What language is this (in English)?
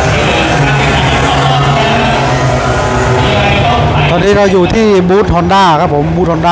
Thai